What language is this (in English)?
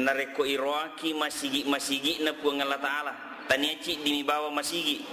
Buginese